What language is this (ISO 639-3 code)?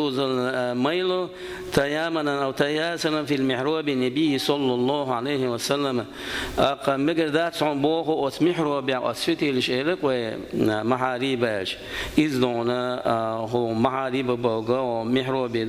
che